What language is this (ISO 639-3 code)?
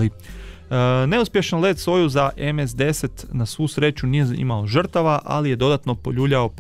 hrv